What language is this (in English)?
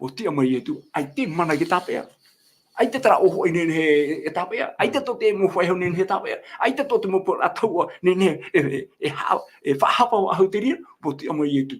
Tahitian